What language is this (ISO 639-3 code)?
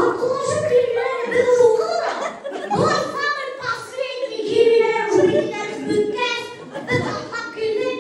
bak